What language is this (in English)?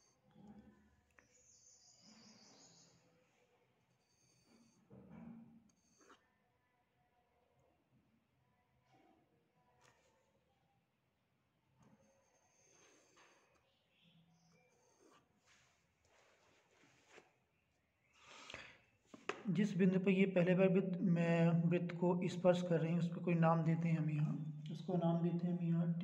Hindi